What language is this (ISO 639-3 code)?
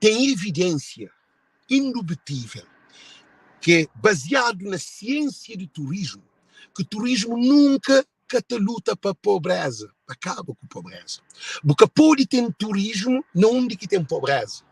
kea